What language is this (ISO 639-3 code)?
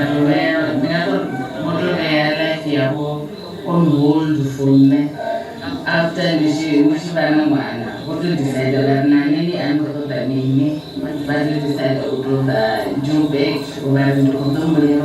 ven